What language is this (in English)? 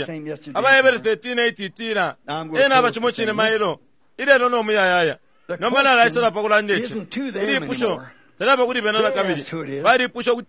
Bemba